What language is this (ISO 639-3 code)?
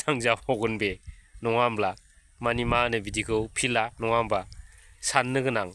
brx